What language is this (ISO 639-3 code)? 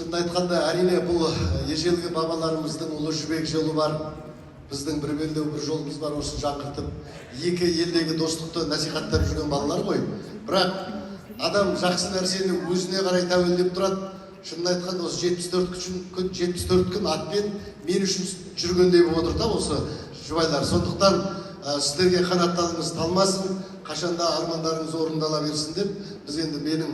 kaz